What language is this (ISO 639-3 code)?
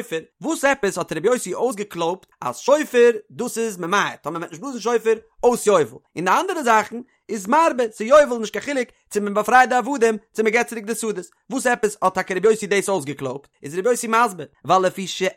yid